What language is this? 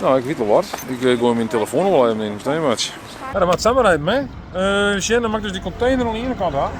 Western Frisian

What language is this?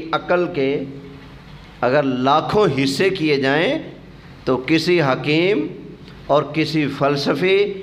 Urdu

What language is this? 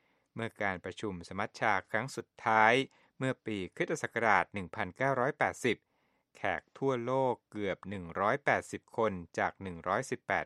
Thai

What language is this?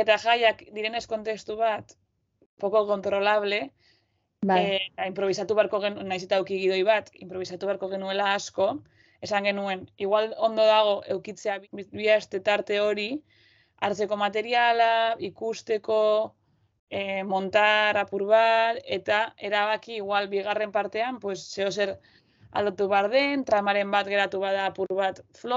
Basque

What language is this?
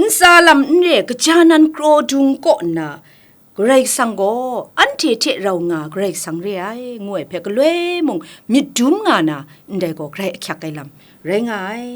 Kachin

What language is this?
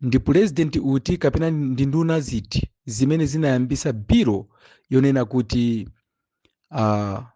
Nyanja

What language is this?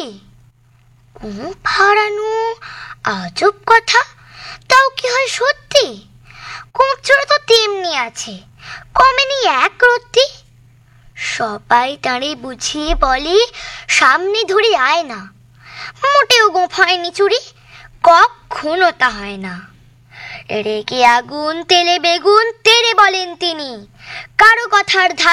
Bangla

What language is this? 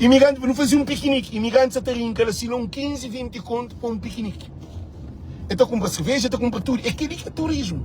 Kabuverdianu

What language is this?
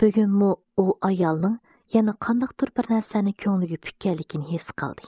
Uyghur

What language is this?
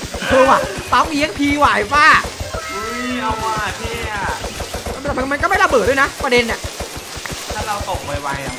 Thai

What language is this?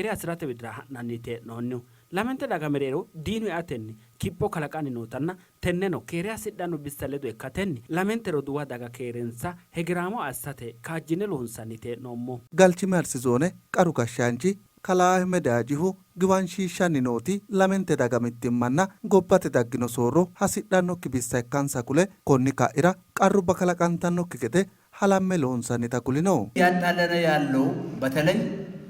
Sidamo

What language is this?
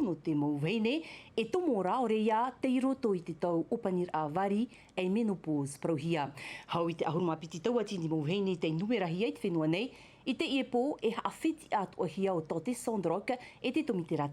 Tahitian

